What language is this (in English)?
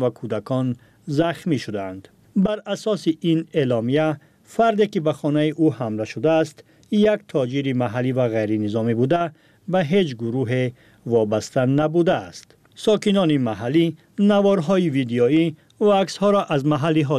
Persian